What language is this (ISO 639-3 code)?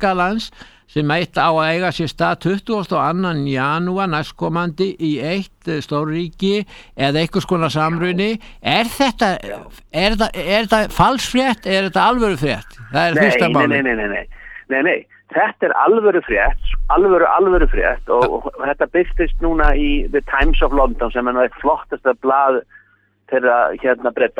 isl